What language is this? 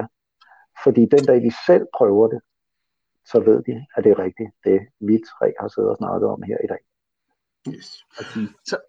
Danish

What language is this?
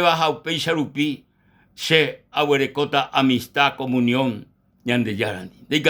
Guarani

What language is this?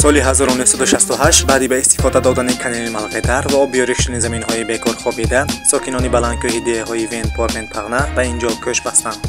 Tajik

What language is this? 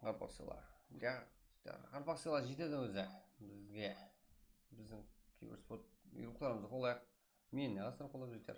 Kara-Kalpak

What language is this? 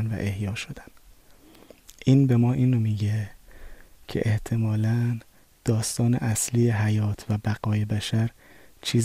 Persian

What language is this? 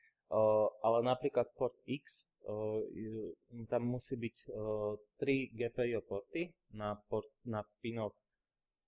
Slovak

